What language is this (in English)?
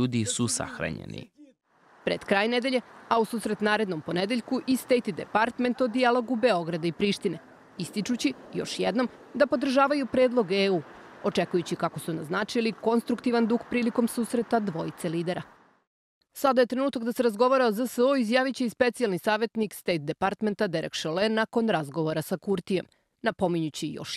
Serbian